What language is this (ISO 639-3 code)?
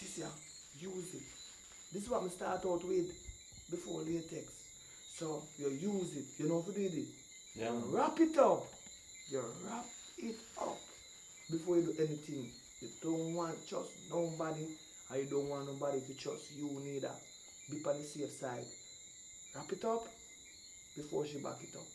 jam